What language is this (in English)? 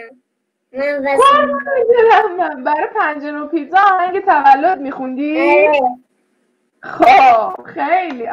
Persian